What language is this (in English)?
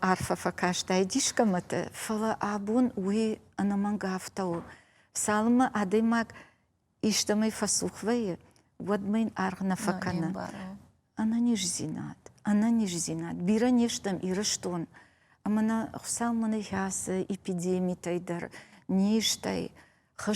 Ossetic